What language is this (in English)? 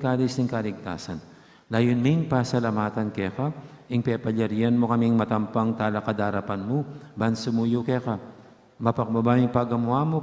Pampanga